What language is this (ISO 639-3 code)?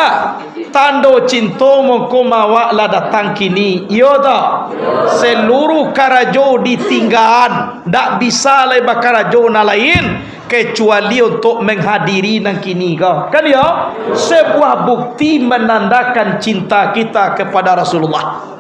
min